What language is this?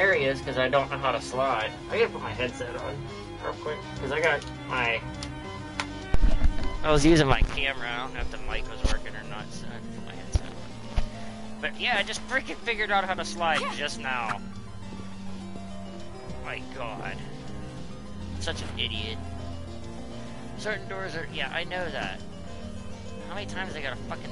English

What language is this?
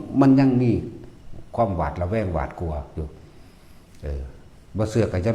Northeastern Thai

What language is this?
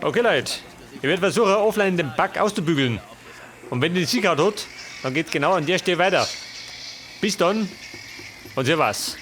Bavarian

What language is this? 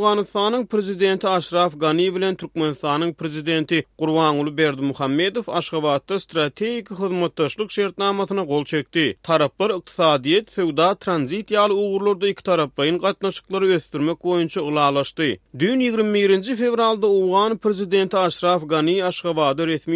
Turkmen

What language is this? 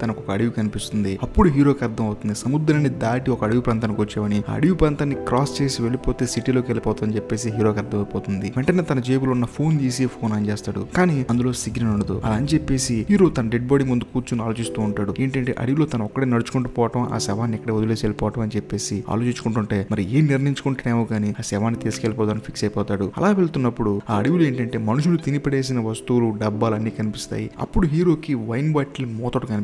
Telugu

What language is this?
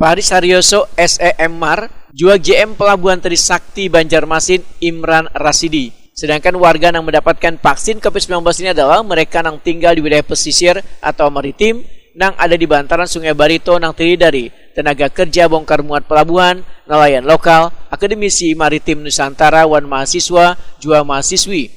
Banjar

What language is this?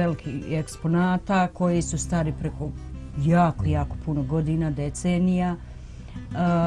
Bosnian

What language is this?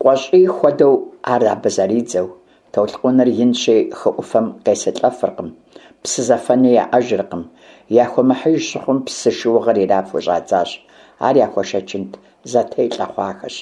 Kabardian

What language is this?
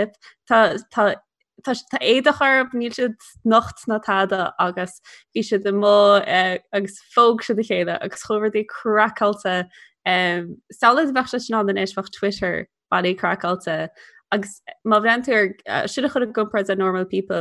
Irish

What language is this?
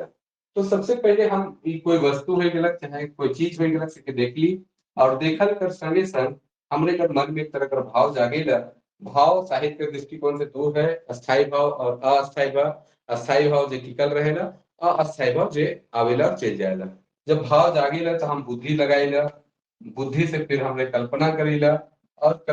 Sadri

